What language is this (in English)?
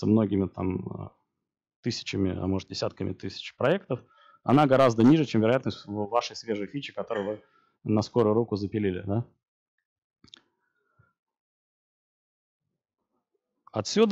Russian